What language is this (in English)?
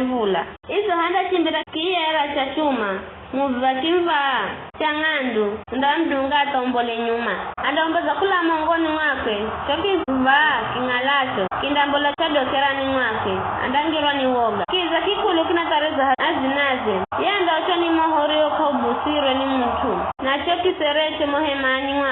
Giryama